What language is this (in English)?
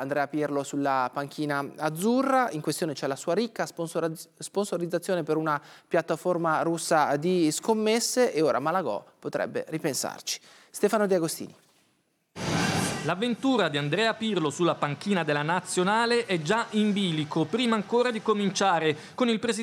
Italian